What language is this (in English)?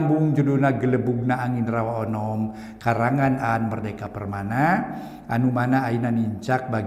Sundanese